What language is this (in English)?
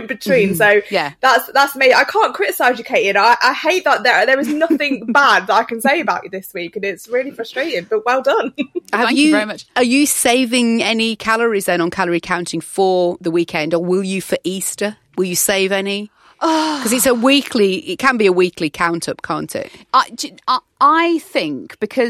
English